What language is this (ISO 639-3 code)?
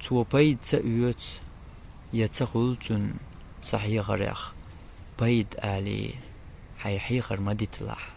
che